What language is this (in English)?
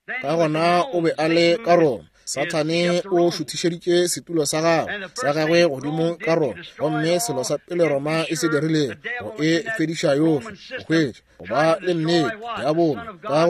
Northern Sotho